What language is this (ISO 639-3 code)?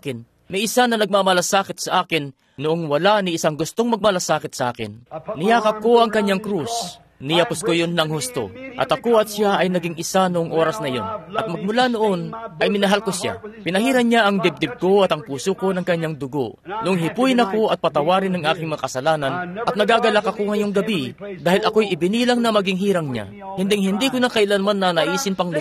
fil